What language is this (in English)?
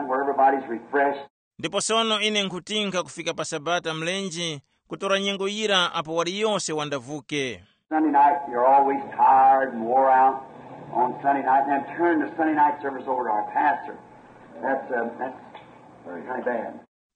Tumbuka